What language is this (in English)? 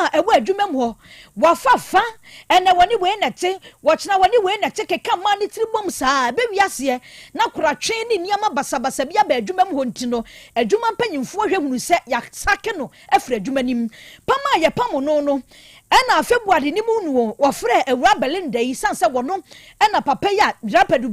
Akan